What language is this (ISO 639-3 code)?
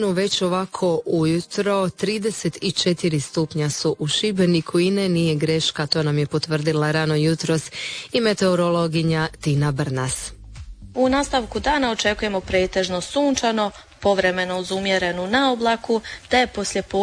hrv